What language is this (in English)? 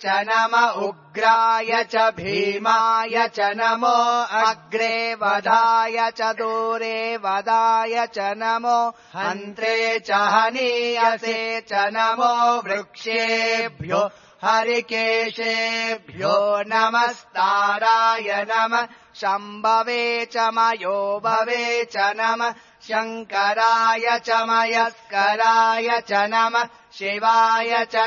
Sanskrit